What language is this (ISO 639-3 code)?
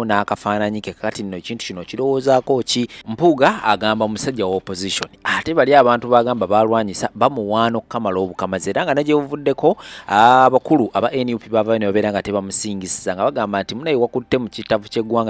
lug